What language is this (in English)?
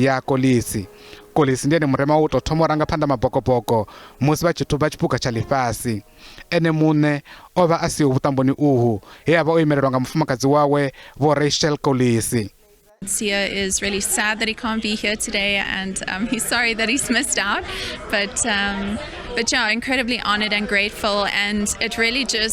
Venda